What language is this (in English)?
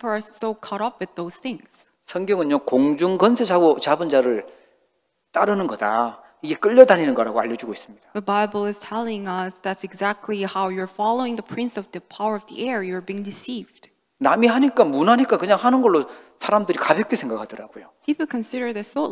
Korean